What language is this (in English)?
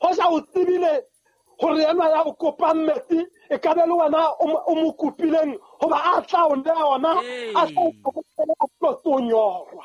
Southern Sotho